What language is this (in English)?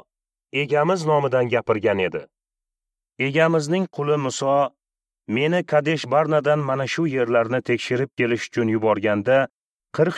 Uzbek